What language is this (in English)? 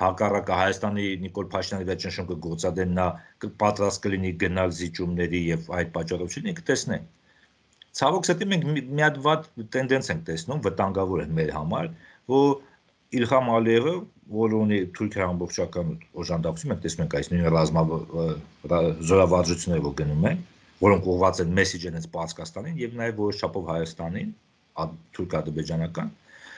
Armenian